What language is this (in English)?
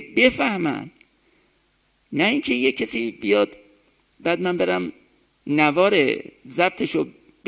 Persian